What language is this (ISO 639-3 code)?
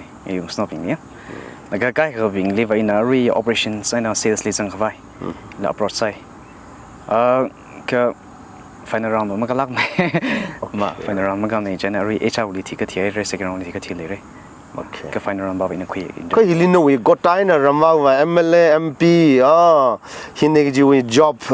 nmf